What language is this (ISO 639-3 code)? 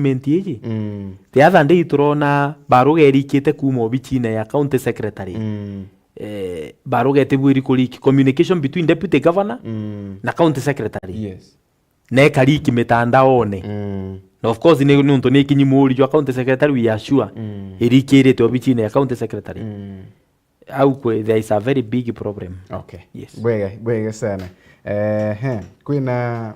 mer